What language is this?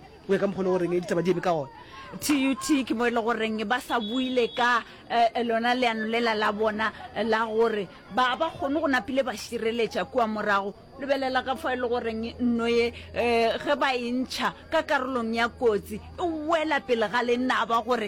Northern Sotho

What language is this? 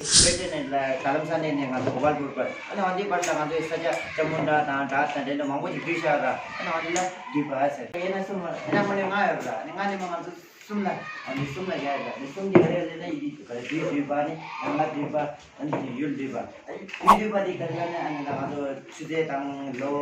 Tibetan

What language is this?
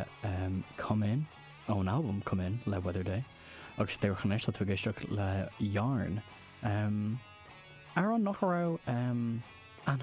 Irish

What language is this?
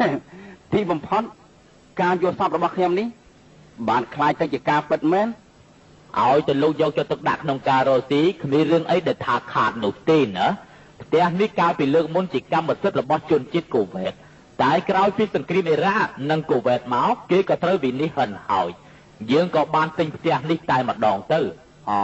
Khmer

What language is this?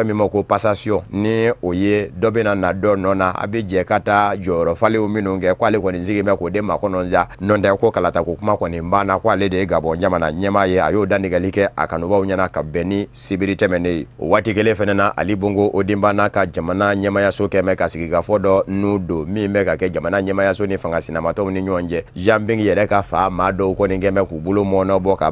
Bambara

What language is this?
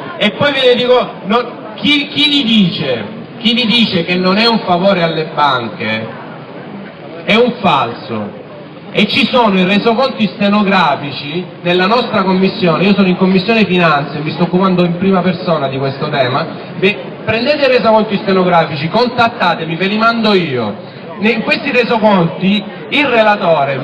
Italian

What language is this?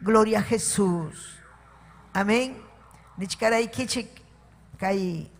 Ayacucho Quechua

